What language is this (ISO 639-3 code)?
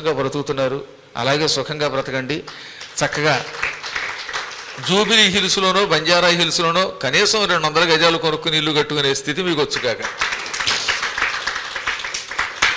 tel